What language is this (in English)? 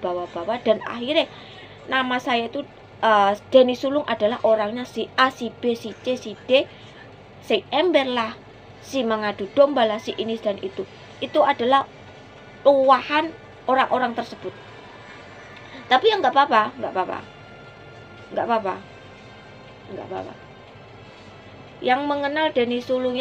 Indonesian